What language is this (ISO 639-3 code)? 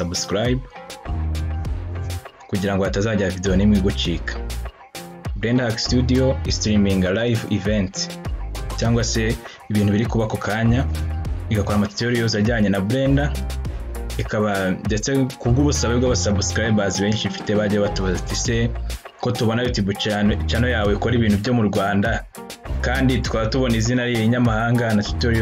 kin